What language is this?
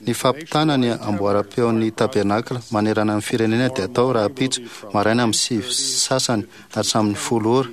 Malagasy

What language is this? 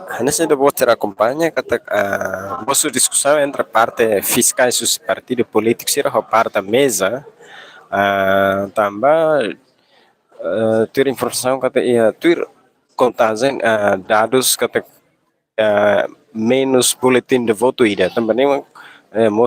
Tetum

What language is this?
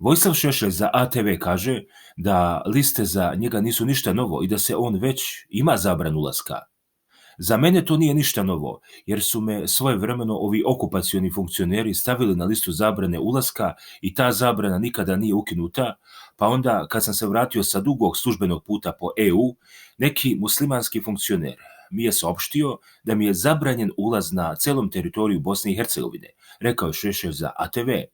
Serbian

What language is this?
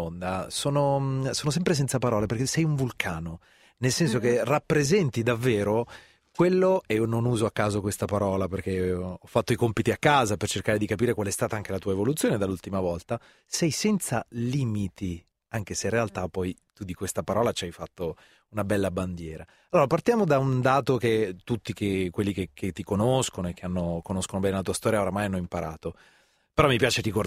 Italian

